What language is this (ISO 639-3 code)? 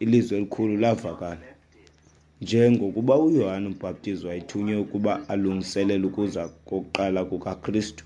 xho